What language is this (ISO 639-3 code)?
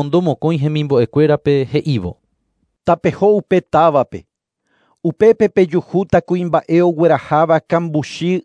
grn